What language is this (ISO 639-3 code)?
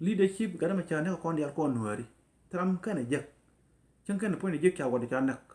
nus